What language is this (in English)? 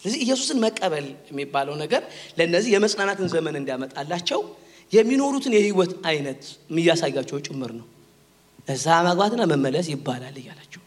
Amharic